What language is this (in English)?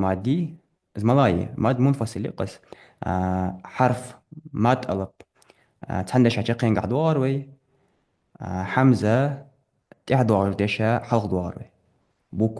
Ingush